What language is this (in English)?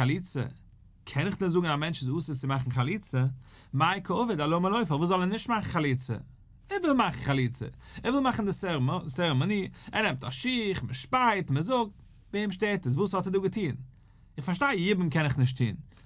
Yiddish